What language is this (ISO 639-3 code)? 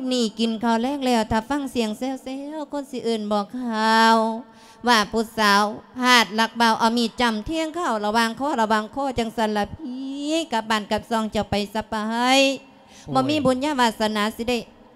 lao